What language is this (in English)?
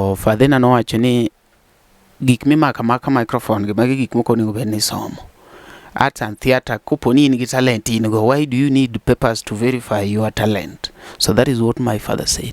Luo (Kenya and Tanzania)